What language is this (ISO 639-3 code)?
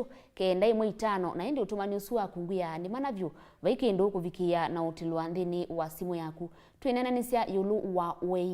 kam